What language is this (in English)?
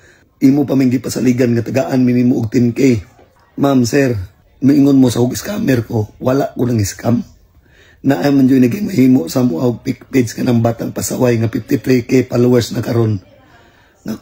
Cebuano